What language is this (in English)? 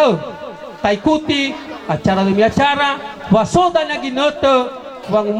Nias